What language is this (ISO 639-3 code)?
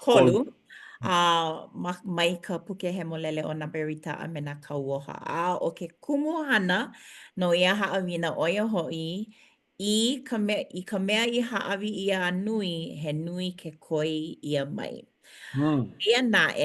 haw